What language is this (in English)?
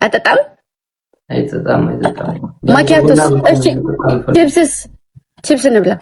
Amharic